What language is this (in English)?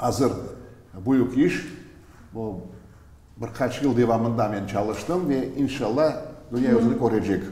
Crimean Tatar